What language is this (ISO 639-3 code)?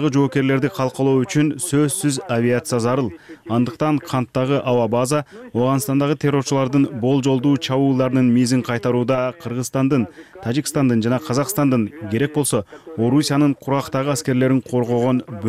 kir